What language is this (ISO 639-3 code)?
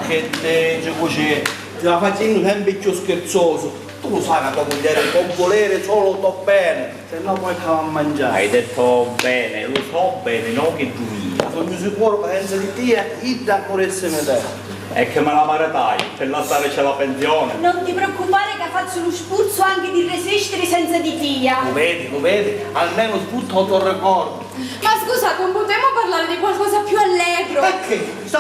scn